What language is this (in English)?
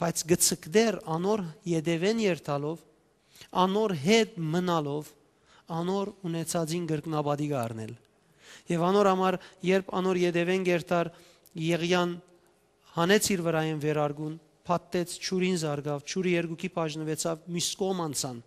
Western Armenian